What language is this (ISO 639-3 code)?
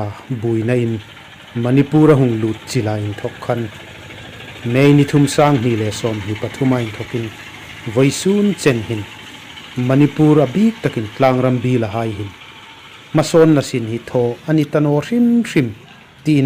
hmr